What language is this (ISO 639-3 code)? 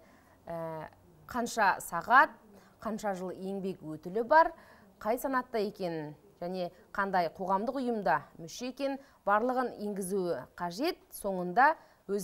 kaz